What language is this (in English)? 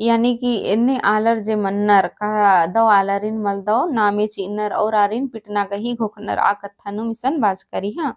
Kurukh